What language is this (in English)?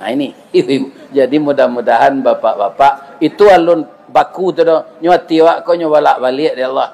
Minangkabau